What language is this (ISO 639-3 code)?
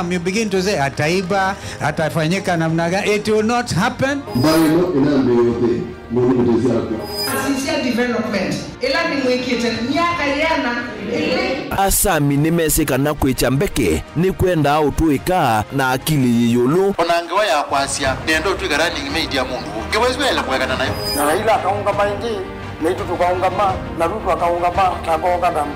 kam